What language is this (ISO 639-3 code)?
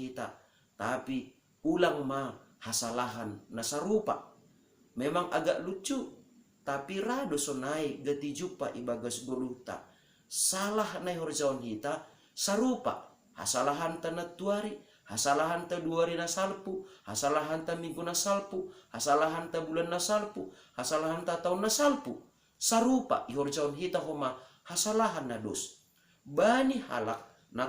bts